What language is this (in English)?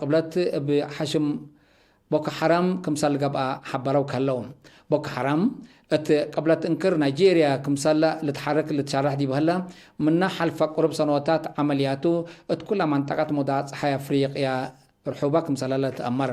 Tigre